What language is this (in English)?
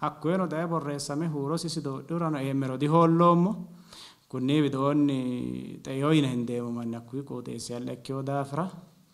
Sidamo